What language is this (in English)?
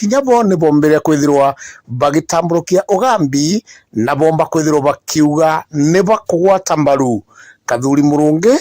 Meru